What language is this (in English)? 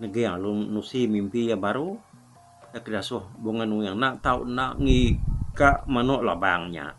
Iban